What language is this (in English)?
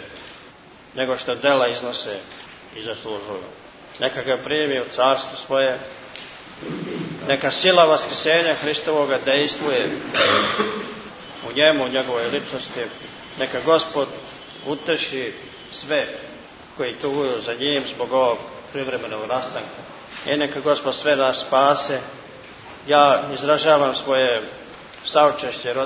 Serbian